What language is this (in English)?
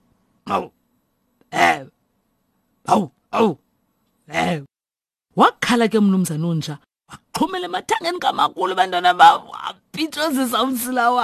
Xhosa